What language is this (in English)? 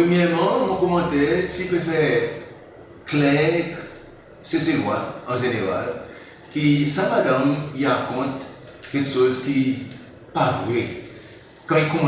Seselwa Creole French